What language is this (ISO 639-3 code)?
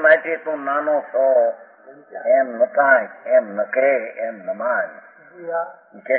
guj